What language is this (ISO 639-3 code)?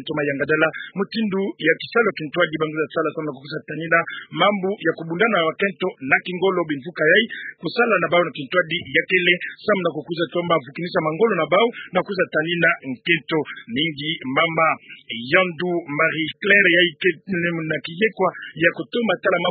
ktu